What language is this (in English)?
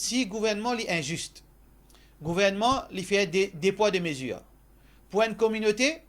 Morisyen